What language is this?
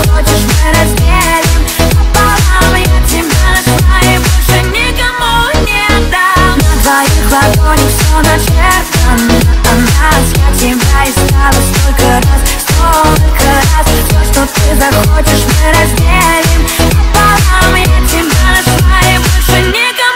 Russian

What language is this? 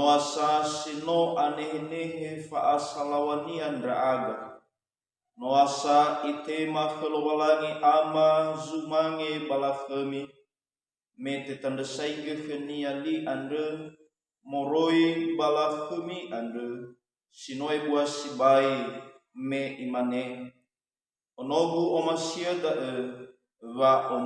Nias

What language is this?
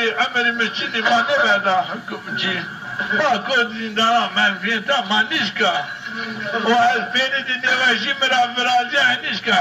Zaza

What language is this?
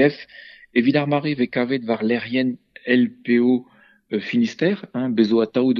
Breton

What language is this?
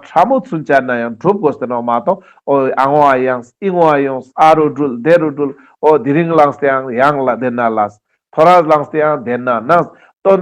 Ladakhi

